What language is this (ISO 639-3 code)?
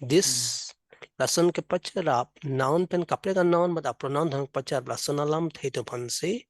mjw